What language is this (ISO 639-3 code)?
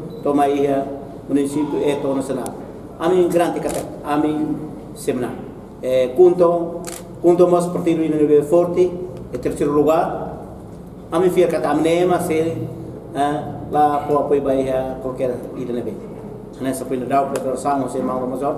tet